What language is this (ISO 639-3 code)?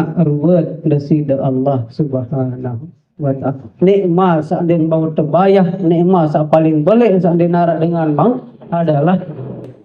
sas